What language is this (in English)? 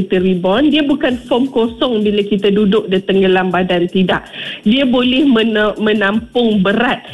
Malay